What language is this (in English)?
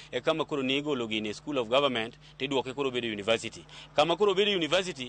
Luo (Kenya and Tanzania)